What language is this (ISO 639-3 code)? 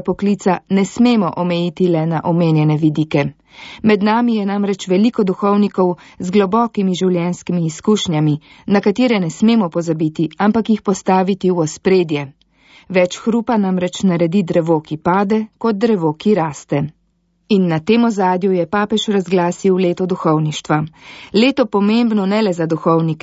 slv